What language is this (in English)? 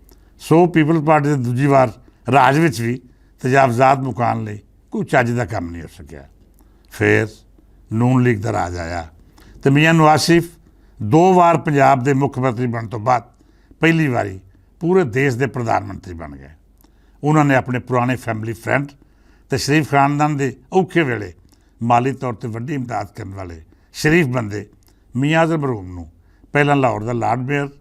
Western Panjabi